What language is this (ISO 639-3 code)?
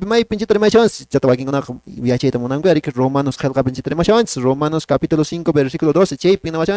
que